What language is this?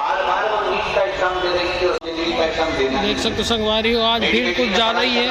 Chhattisgarhi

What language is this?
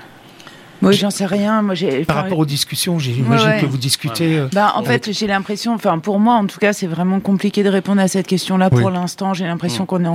French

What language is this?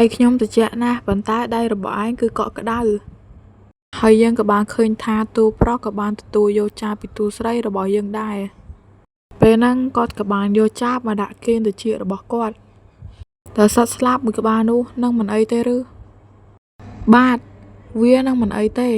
Khmer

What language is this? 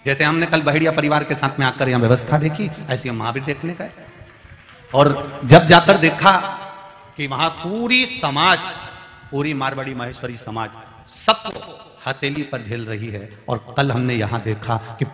Hindi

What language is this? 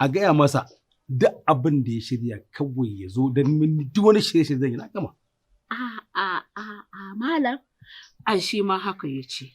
Hausa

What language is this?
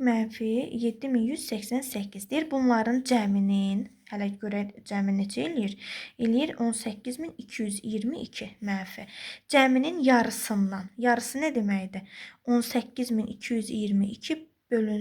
Azerbaijani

